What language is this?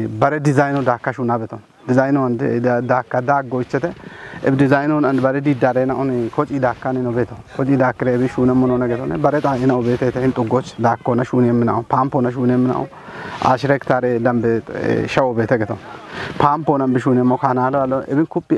Kafa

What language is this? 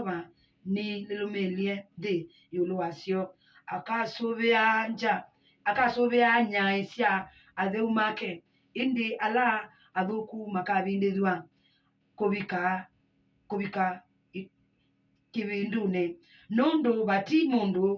Kamba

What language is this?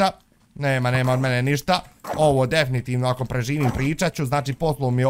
Bosnian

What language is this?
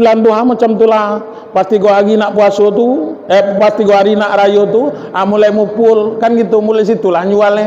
Minangkabau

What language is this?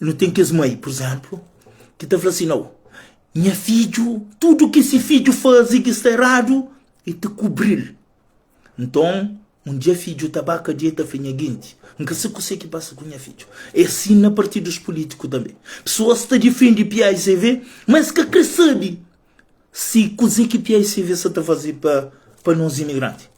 Kabuverdianu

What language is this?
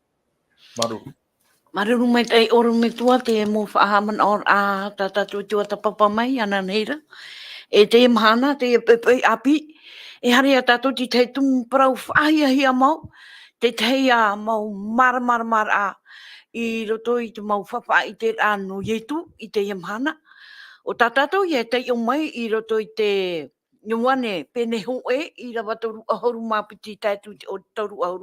Tahitian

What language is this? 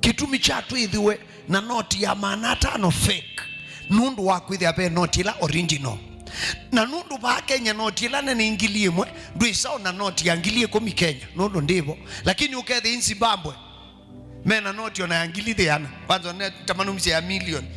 Kamba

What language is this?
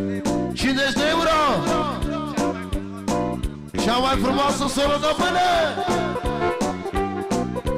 Romanian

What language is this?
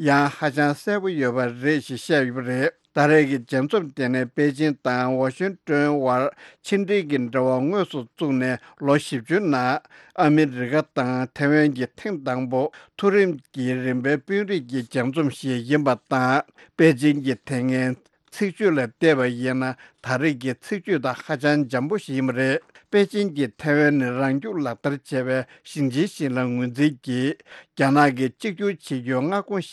Tibetan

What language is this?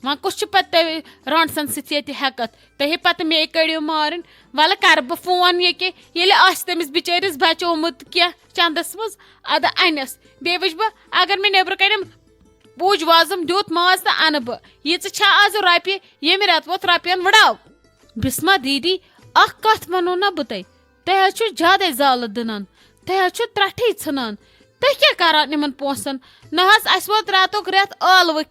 Kashmiri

